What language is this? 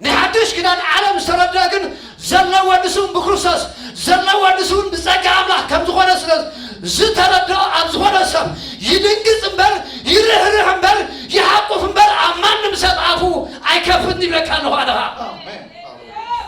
Tigrinya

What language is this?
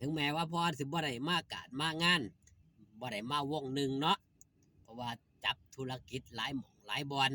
Northeastern Thai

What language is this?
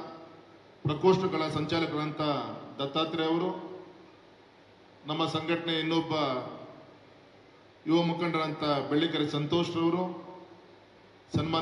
Kannada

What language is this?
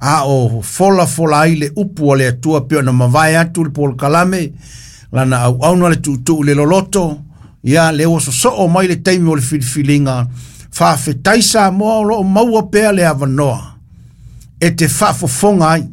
Samoan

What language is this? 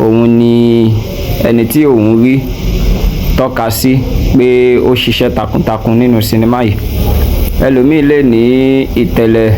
Yoruba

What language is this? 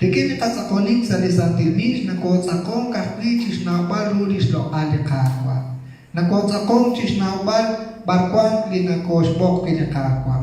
Kekchí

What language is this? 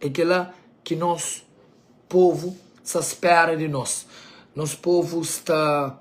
Kabuverdianu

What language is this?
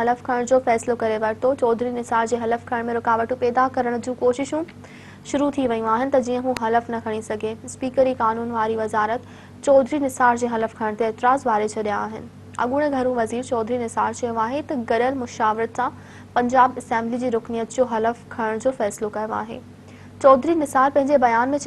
Sindhi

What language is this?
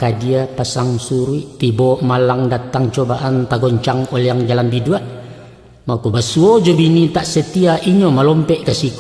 Minangkabau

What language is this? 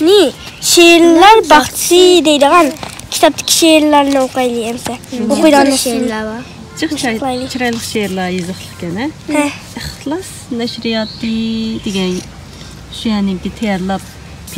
Uyghur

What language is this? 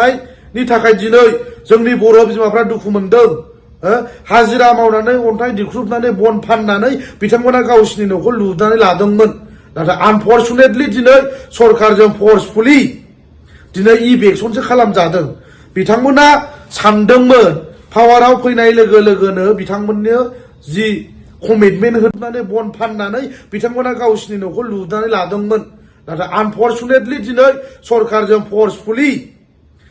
Bodo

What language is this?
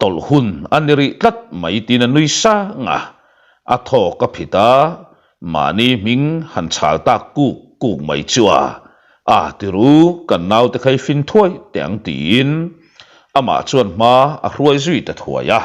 Mizo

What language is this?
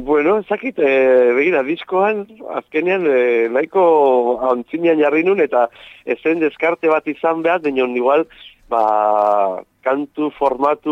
Basque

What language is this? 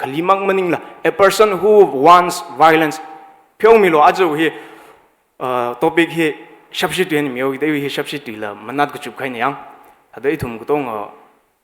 Tangkhul Naga (India)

